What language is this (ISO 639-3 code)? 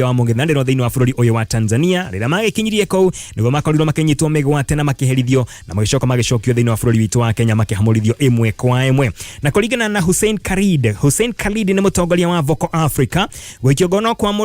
kik